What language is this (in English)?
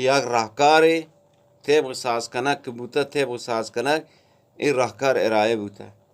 Eastern Balochi